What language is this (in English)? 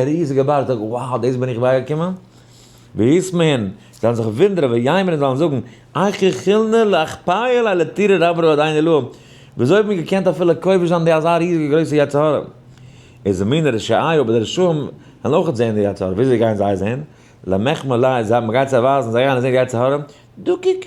Yiddish